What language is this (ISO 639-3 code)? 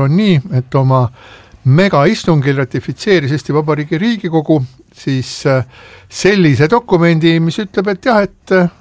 est